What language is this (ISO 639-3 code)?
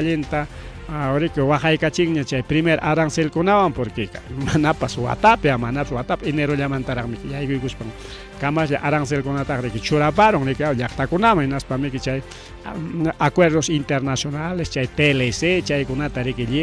quy